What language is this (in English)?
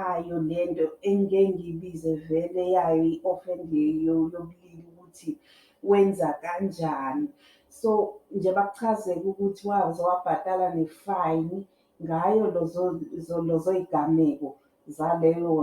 Zulu